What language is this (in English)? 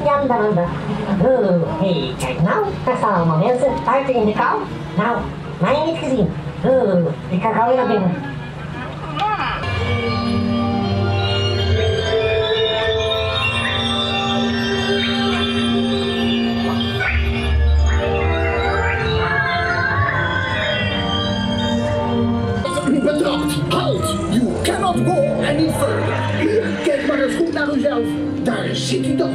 Dutch